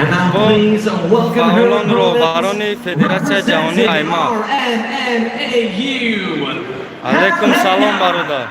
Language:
Tajik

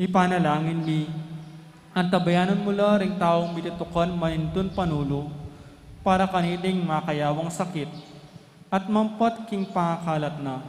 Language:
Pampanga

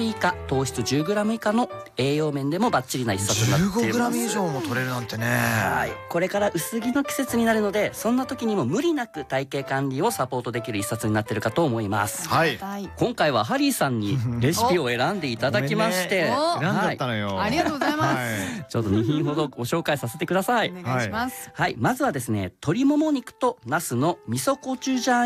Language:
Japanese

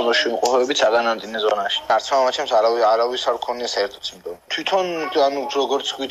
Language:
Georgian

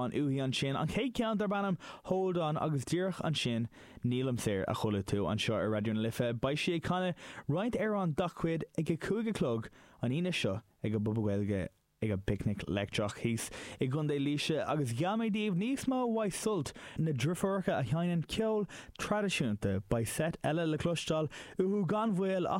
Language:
Irish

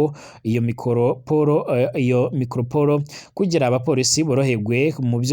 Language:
Rundi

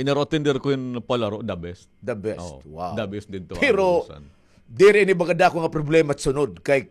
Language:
Waray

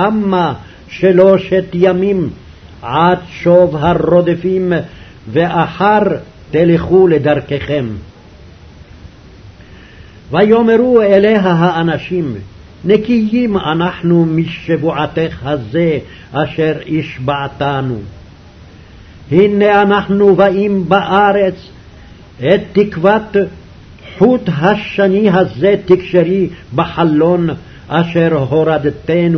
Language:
Hebrew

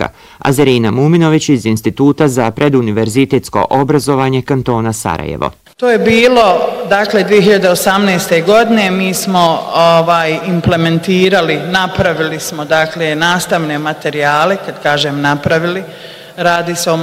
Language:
Bosnian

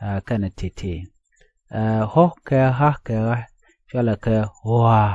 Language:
Nuer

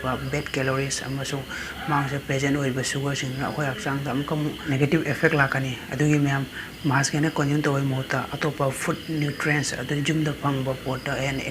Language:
Manipuri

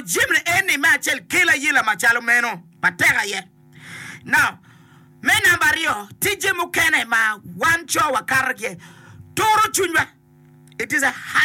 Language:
Acoli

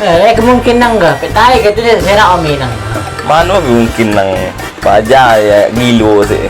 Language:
Minangkabau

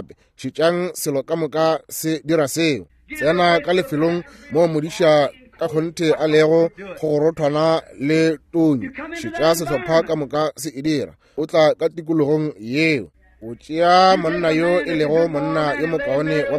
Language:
Northern Sotho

